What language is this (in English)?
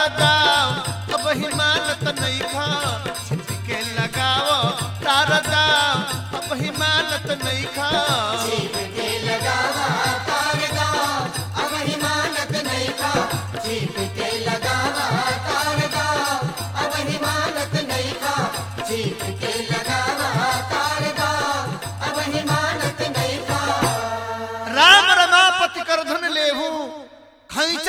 Bhojpuri